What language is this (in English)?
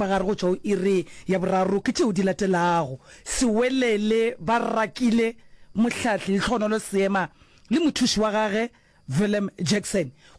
Northern Sotho